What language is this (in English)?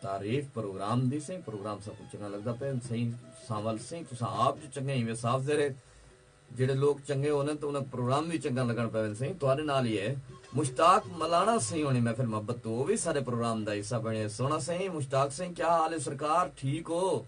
Saraiki